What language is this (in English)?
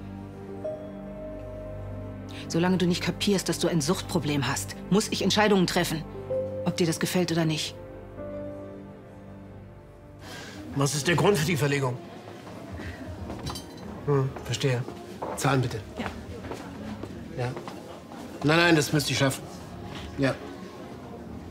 German